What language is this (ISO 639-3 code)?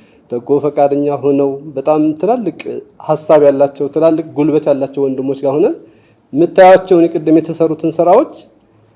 amh